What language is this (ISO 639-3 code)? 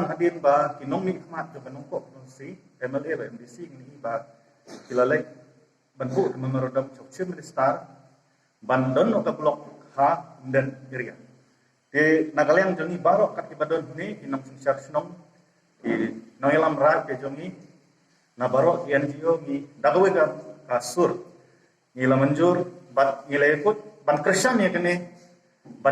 kha